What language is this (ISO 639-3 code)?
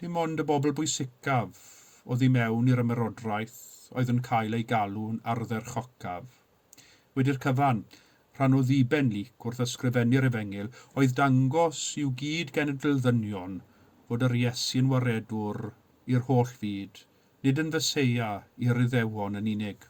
cym